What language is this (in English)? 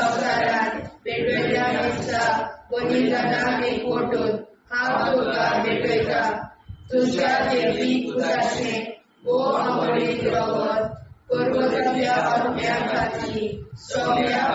Konkani